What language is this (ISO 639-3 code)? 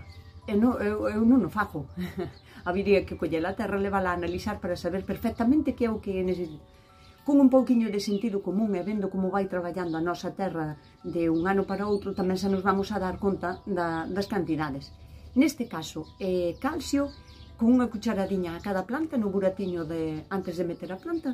glg